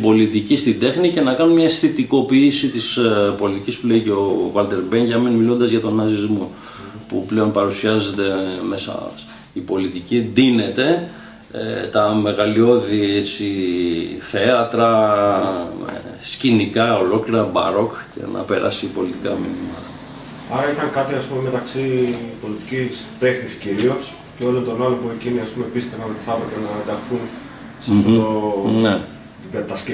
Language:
Greek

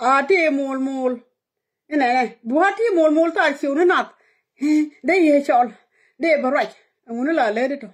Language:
Nuer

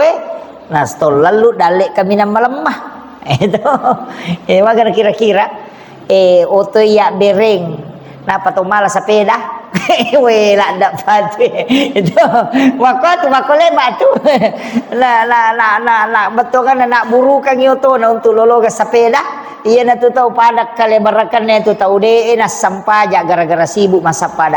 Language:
Buginese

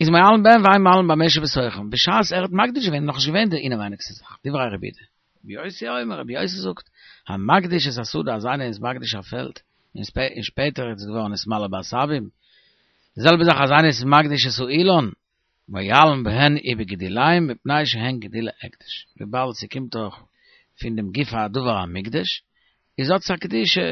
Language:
Yiddish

